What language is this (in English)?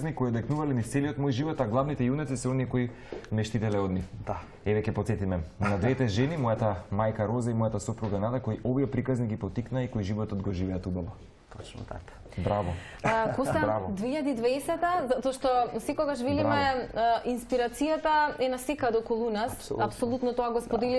Macedonian